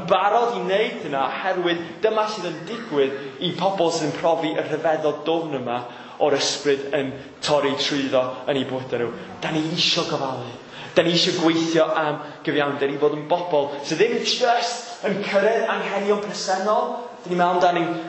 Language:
Welsh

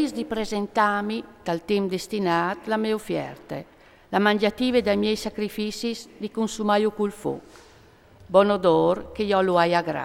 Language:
Friulian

